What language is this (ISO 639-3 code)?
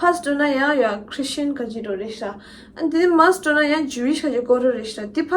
bod